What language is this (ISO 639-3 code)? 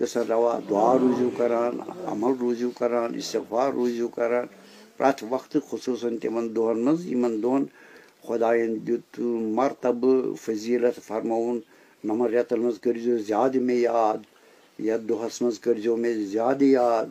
kas